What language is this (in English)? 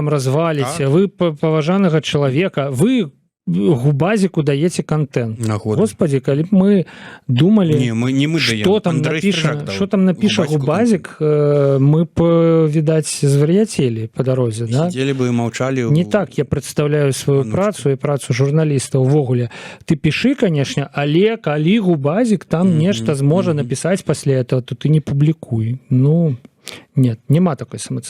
Belarusian